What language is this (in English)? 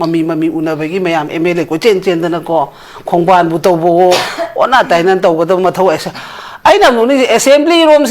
Manipuri